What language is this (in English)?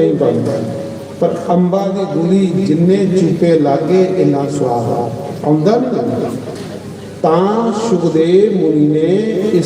Dogri